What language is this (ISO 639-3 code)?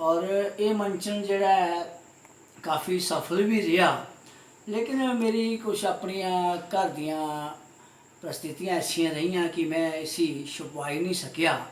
doi